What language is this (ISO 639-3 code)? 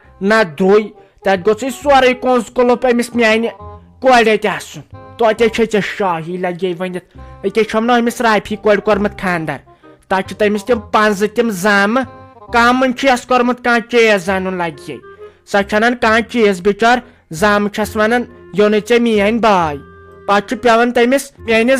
kas